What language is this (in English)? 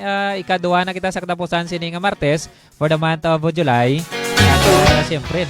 Hiligaynon